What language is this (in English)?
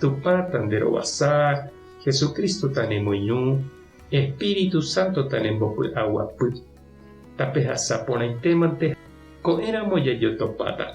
Guarani